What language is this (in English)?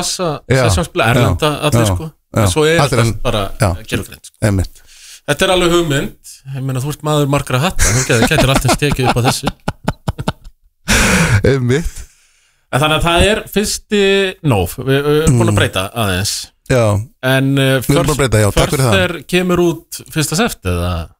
Icelandic